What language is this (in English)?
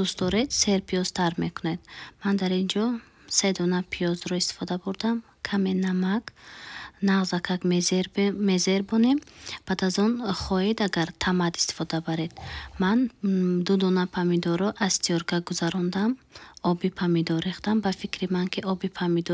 Tajik